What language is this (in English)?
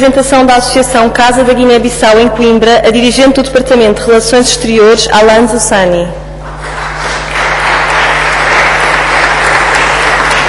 Portuguese